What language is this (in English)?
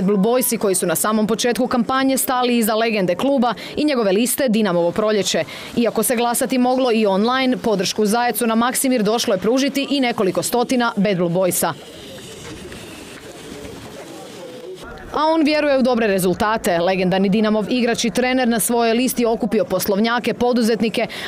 Croatian